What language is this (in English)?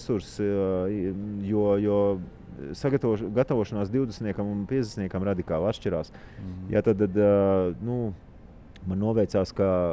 Latvian